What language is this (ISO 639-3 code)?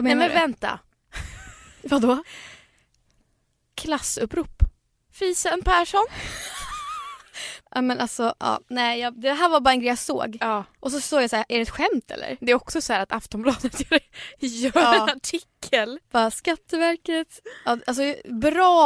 swe